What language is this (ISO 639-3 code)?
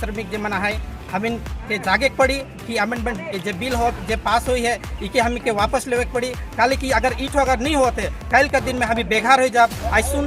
sck